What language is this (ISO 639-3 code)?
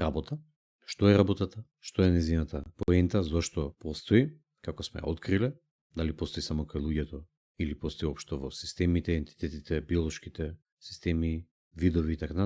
mkd